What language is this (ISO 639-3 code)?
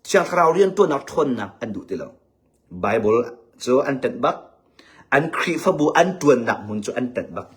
cnh